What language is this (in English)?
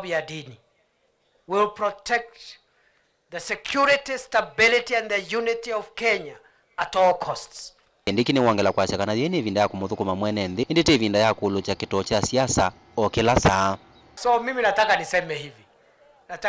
Kamba